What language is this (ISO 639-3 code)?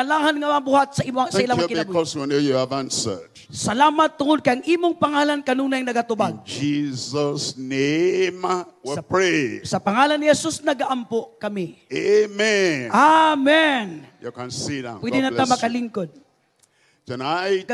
ceb